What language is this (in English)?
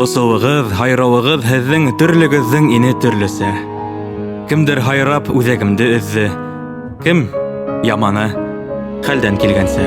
Bashkir